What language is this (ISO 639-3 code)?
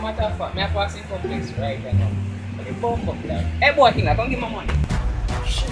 jam